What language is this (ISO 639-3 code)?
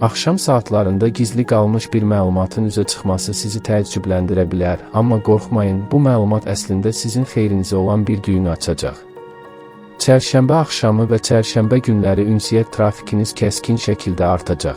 aze